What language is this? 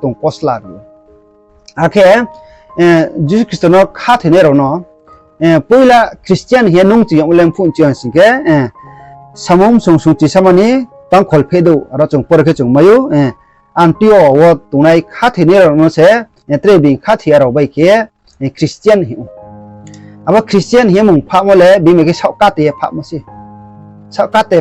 Riang (India)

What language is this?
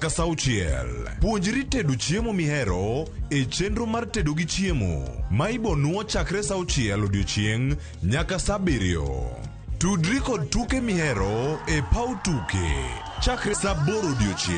Luo (Kenya and Tanzania)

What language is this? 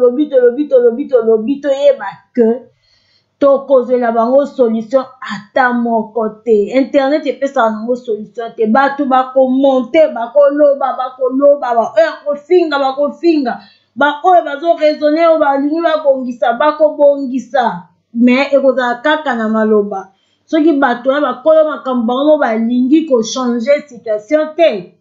Lingala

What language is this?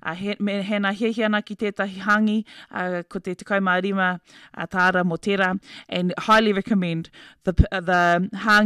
Māori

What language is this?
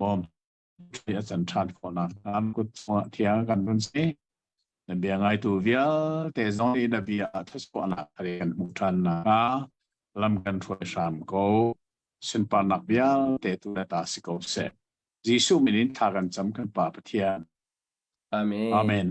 Hakha Chin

